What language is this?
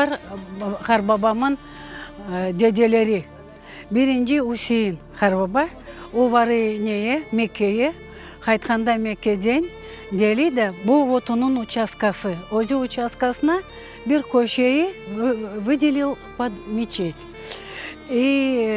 Crimean Tatar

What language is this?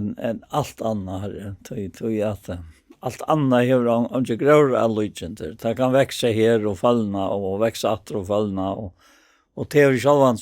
Faroese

